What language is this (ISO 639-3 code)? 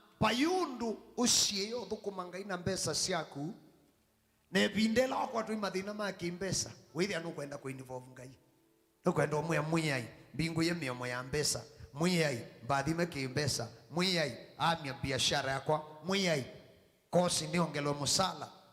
kam